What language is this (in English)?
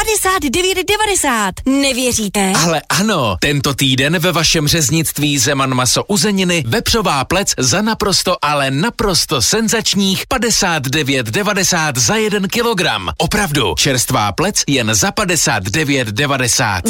Czech